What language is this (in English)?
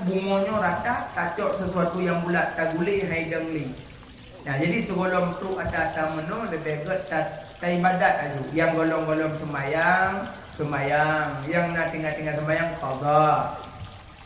Achinese